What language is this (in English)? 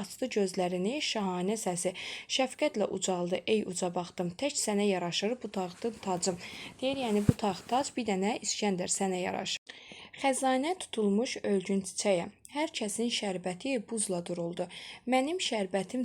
Azerbaijani